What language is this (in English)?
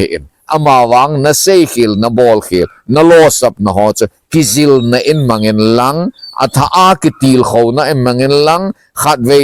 Thado Chin